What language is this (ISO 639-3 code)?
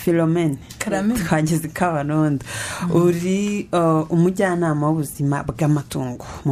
kin